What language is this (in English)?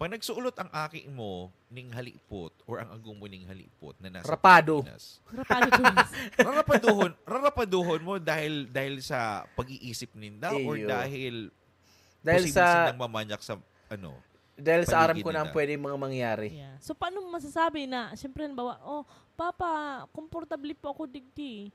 Bikol